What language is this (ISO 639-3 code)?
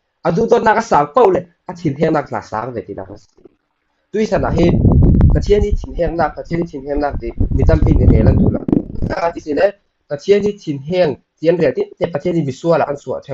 cfm